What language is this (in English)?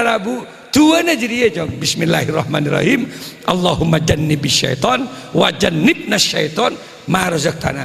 Madurese